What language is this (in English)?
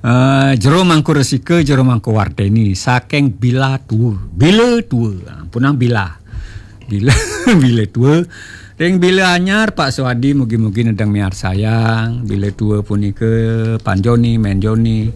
Balinese